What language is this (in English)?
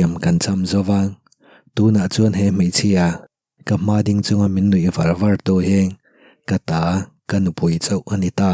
Mizo